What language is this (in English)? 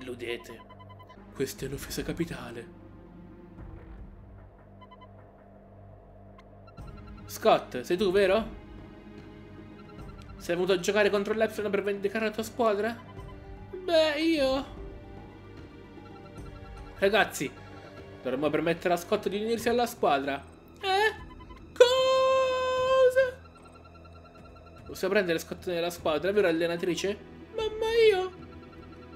Italian